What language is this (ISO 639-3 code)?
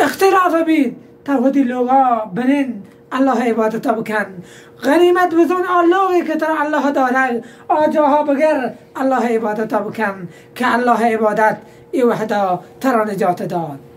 bal